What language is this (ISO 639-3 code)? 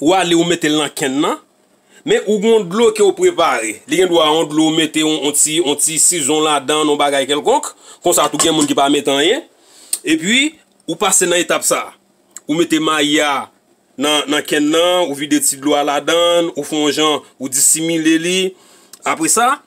hat